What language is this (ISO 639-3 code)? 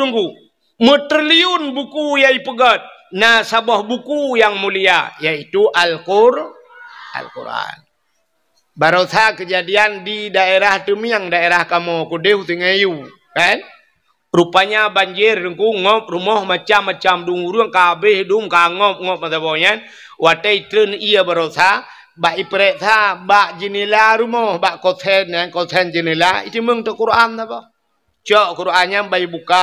ace